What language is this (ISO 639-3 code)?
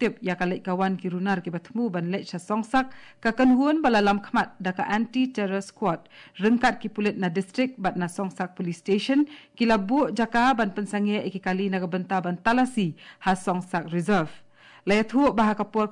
kha